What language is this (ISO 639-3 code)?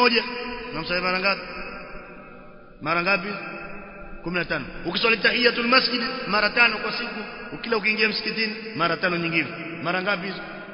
swa